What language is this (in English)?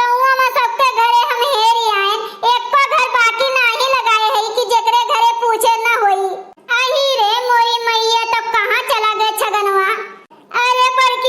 Awadhi